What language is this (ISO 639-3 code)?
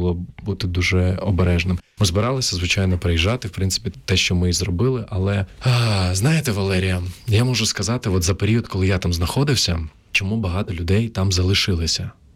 ukr